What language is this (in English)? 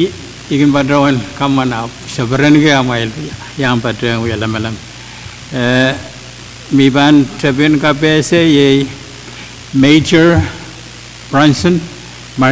Pohnpeian